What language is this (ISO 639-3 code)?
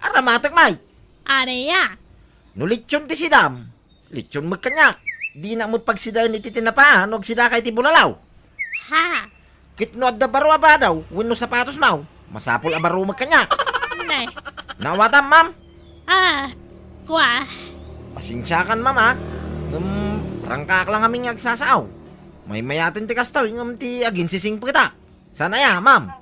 ilo